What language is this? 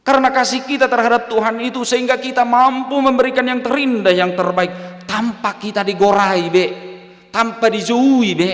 Batak Toba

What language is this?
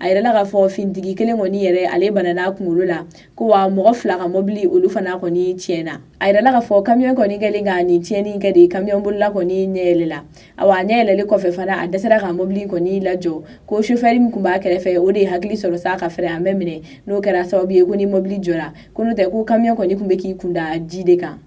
Bambara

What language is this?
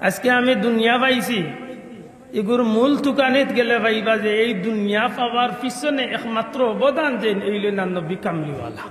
Sylheti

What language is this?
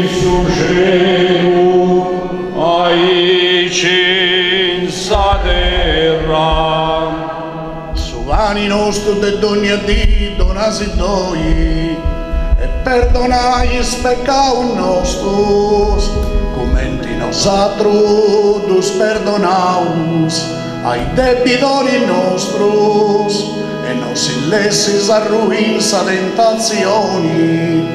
Sardinian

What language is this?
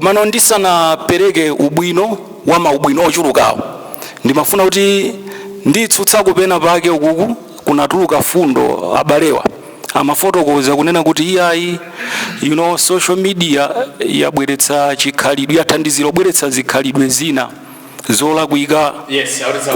Nyanja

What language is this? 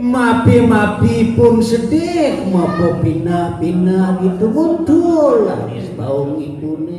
Balinese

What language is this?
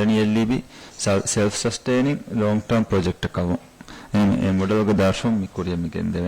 Divehi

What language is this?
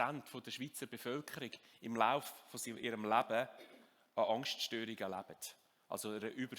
Swiss German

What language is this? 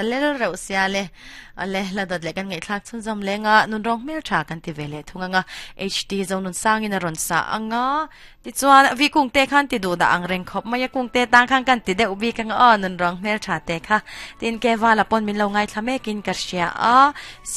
Mizo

